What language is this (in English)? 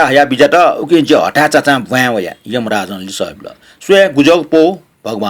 Newari